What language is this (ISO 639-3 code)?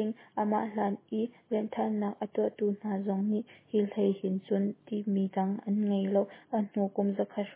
cnh